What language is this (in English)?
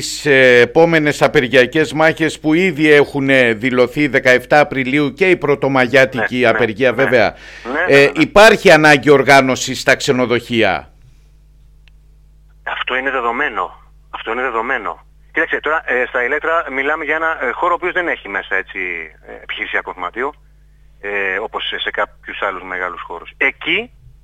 Greek